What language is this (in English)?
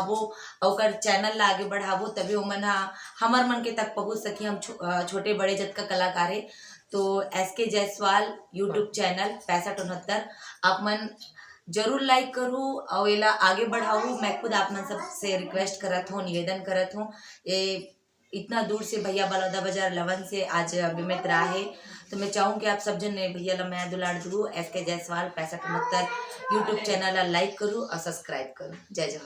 Chhattisgarhi